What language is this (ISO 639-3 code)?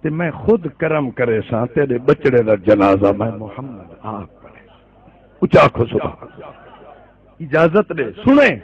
skr